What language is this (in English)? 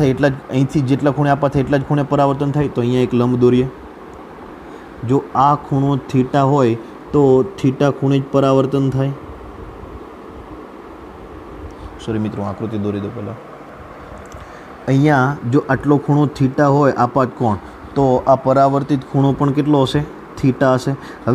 Gujarati